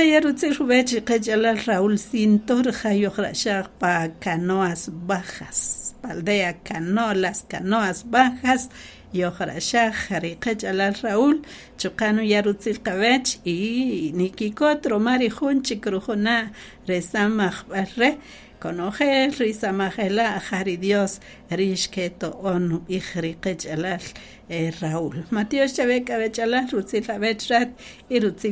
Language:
Kaqchikel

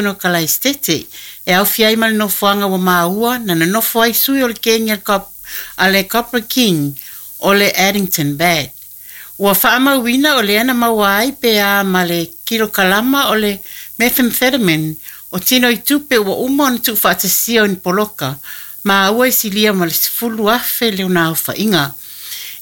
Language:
Samoan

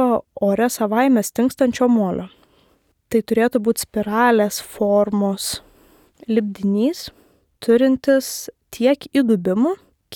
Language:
Lithuanian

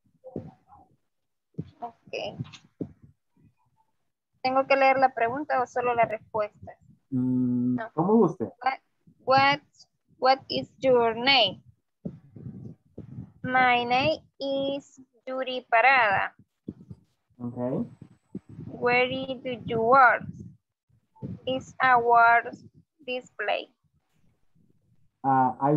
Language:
Spanish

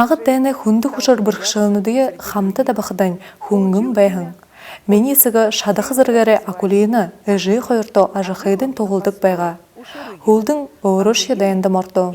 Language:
Buriat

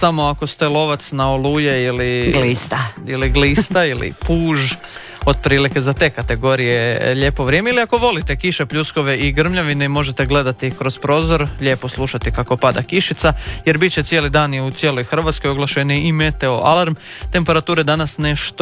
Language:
Croatian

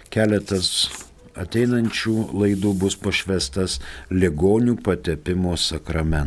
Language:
Lithuanian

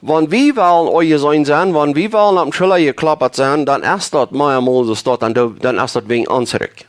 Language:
Plautdietsch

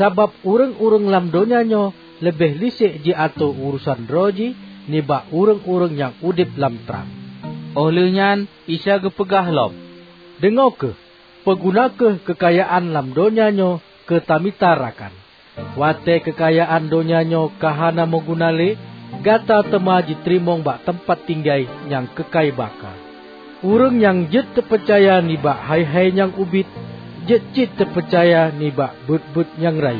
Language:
Achinese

